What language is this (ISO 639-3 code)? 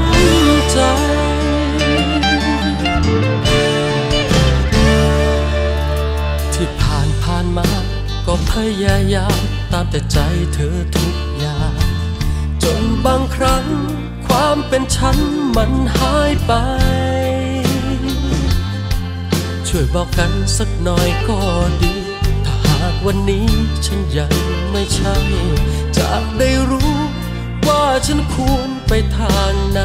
tha